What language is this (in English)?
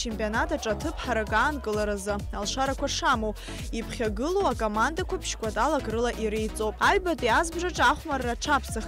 Abkhazian